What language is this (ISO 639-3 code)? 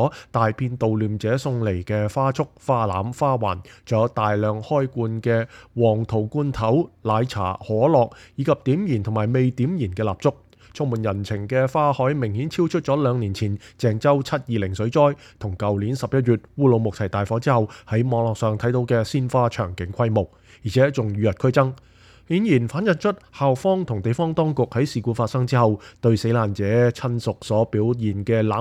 yue